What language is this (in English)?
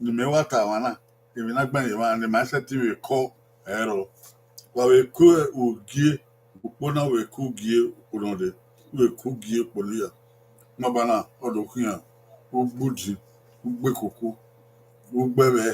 Bini